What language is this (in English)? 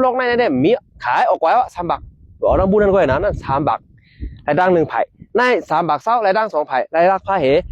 Shan